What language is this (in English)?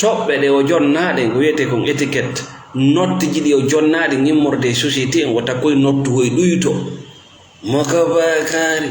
Fula